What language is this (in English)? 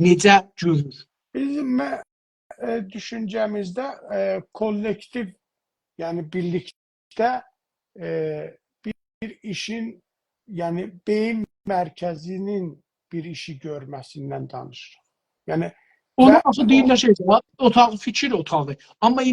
South Azerbaijani